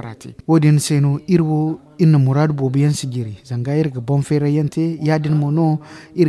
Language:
Zarma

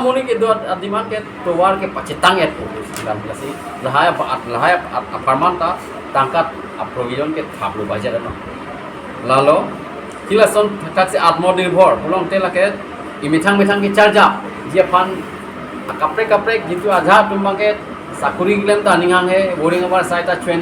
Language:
Karbi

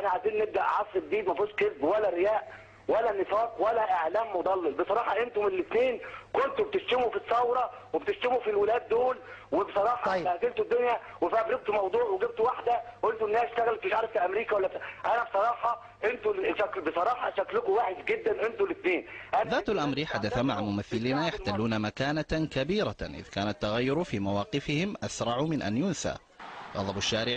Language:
Egyptian Arabic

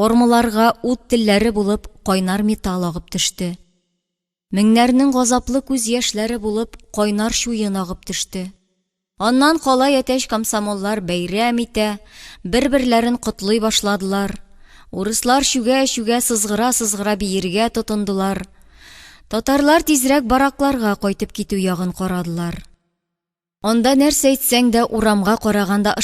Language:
Tatar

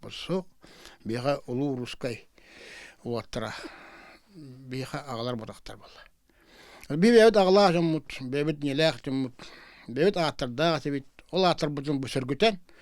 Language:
Yakut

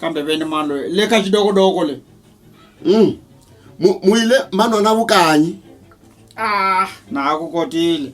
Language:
Tsonga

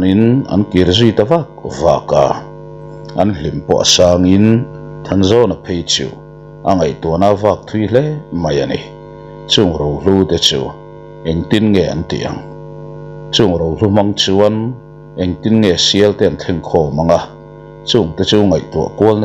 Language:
Mizo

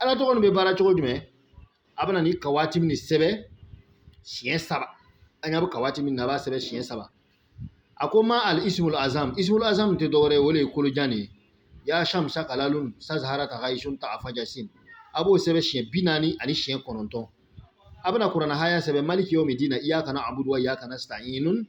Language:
Bambara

